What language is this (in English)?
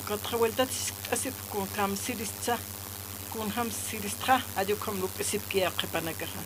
Aymara